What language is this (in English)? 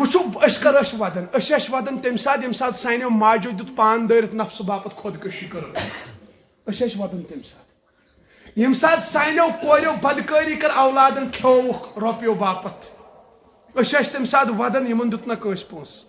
Kashmiri